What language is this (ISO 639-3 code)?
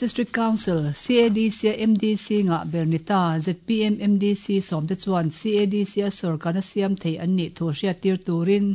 lus